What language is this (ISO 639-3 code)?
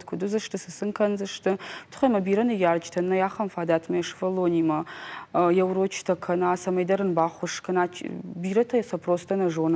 oss